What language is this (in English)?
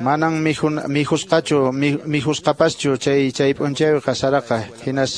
Quechua